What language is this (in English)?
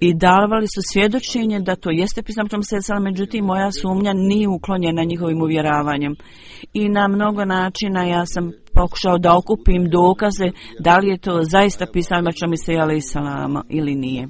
Bosnian